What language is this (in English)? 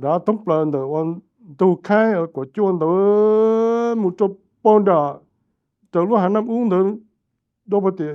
Hmong